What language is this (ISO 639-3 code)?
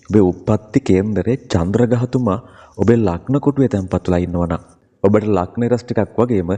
sin